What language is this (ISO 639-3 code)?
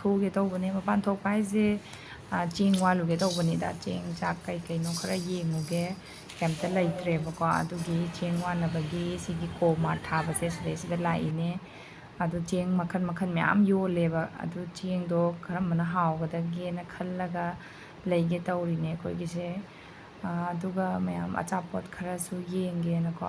mni